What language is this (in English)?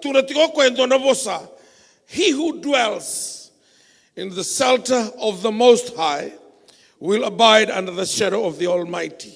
Fijian